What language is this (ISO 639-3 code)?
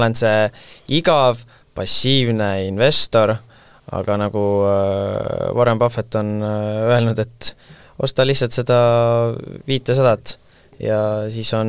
est